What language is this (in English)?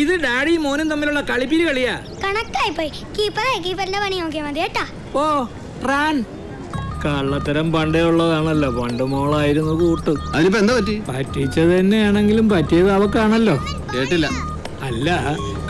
Malayalam